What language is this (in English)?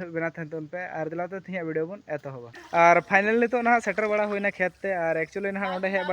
Santali